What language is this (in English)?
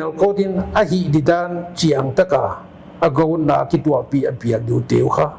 Paite Chin